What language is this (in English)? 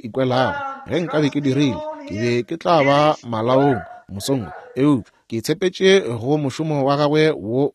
Northern Sotho